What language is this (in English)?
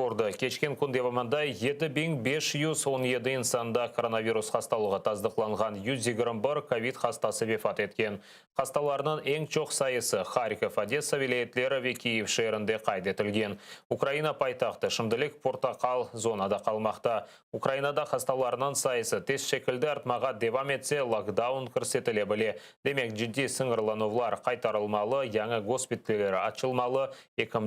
Crimean Tatar